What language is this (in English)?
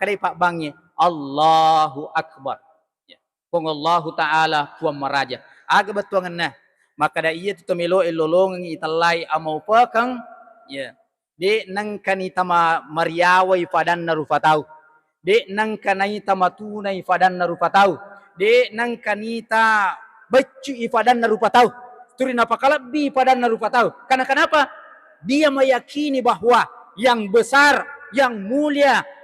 Buginese